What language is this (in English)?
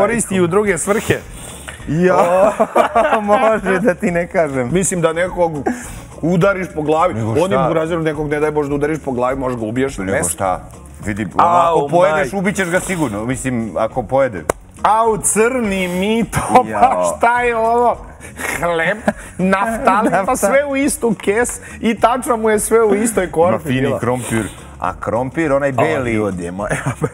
Serbian